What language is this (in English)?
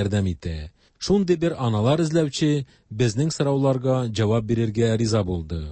Tatar